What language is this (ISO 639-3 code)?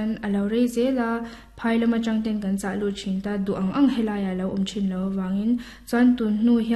lus